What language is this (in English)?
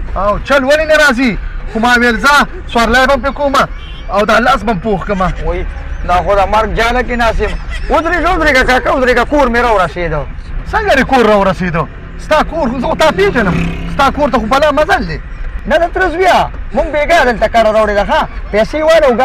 Pashto